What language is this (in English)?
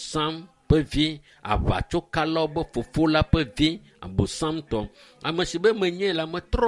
Ewe